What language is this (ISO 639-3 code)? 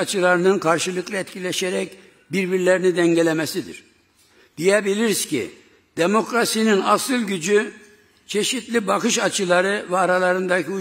tur